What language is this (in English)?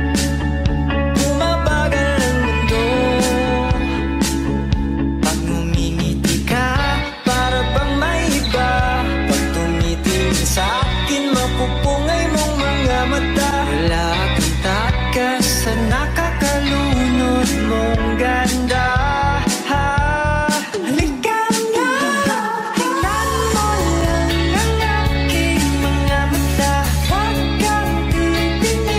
Filipino